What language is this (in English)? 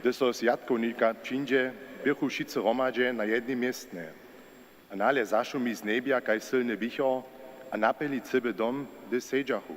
Upper Sorbian